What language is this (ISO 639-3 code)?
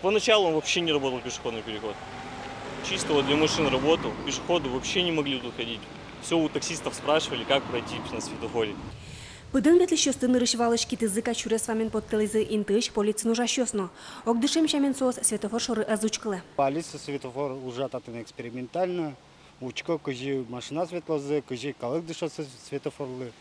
udm